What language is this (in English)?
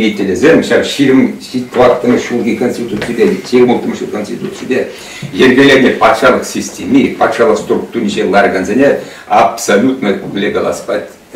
Chuvash